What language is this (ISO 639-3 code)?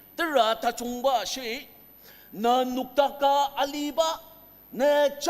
njo